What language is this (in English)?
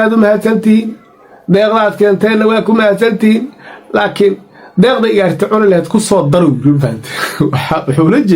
Somali